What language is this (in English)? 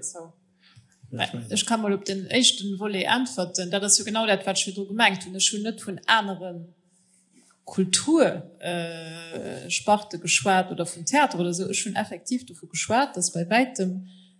Luxembourgish